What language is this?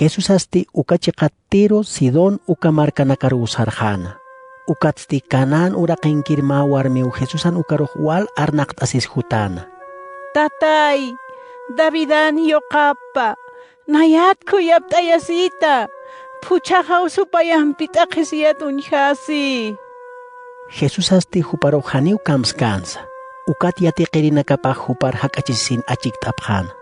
Aymara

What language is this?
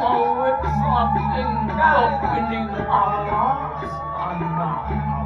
Balinese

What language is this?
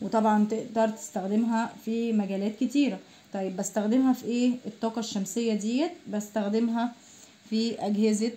Egyptian Arabic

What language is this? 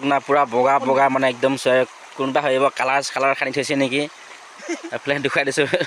Assamese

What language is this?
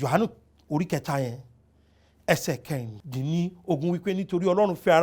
Yoruba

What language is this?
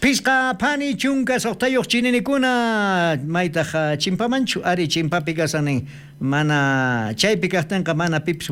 South Bolivian Quechua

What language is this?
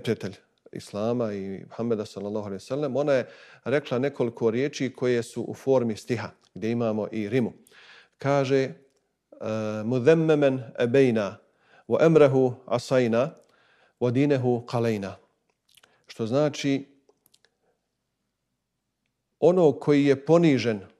Bosnian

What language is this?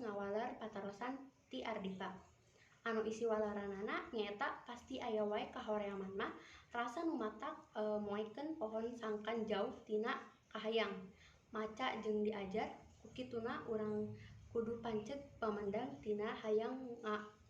Sundanese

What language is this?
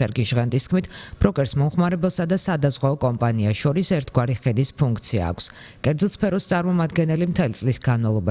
Georgian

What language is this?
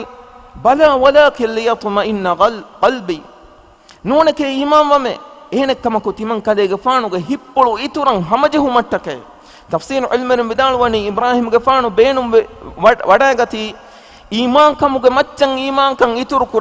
Divehi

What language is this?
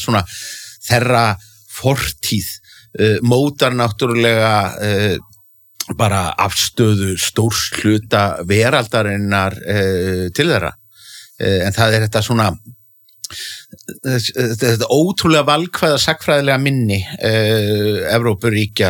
Icelandic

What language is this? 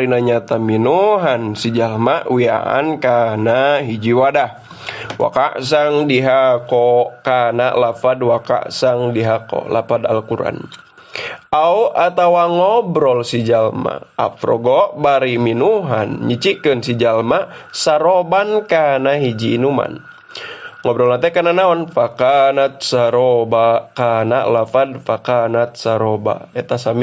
Sundanese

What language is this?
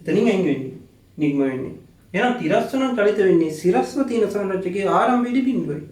Sinhala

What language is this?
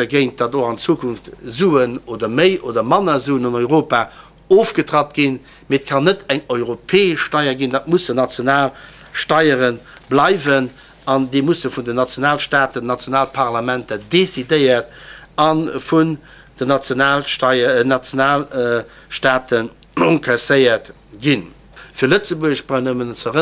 Luxembourgish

